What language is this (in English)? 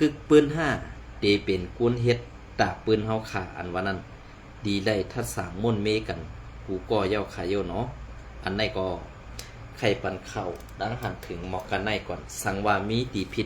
Shan